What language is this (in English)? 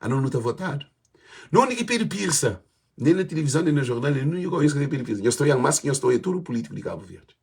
Kabuverdianu